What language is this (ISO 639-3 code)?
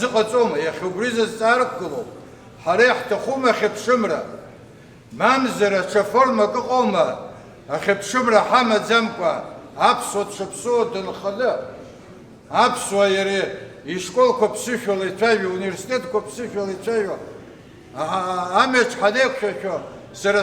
abk